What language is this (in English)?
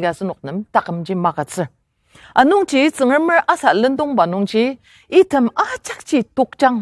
Ao Naga